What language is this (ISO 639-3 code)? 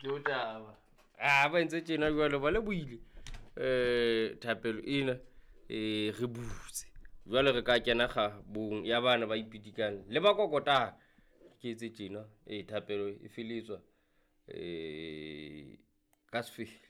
sot